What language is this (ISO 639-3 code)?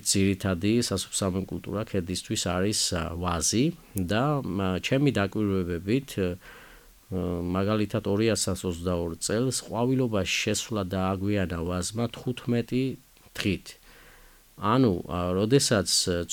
kat